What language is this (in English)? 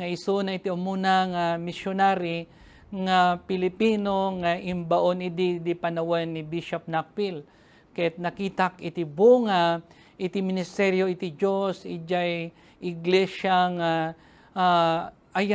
Iloko